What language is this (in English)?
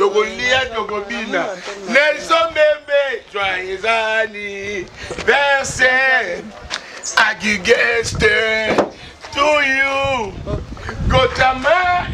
Lingala